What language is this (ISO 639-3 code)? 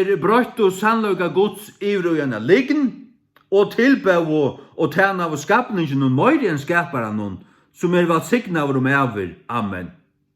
fao